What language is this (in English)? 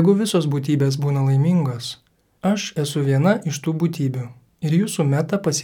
Lithuanian